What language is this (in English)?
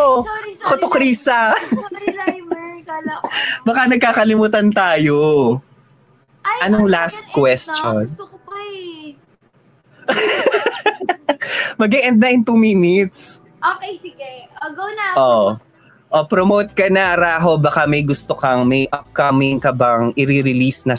Filipino